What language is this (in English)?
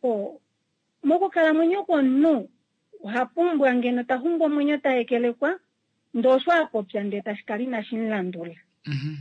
Kuanyama